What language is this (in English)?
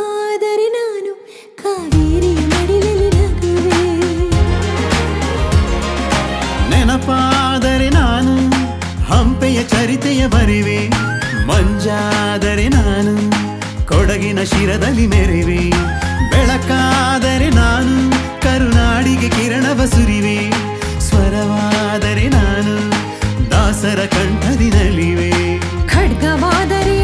Kannada